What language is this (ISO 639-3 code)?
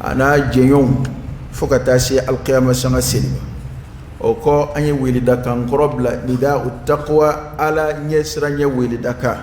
dyu